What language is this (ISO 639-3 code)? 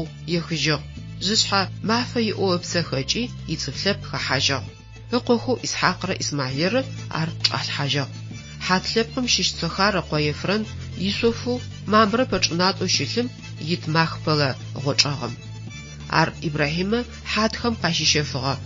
ady